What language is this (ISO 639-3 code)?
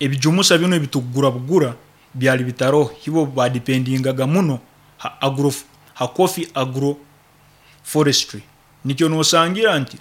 nyo